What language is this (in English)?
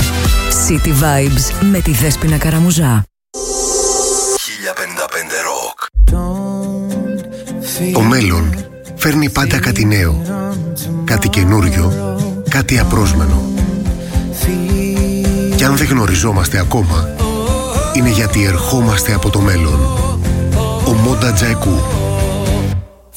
Greek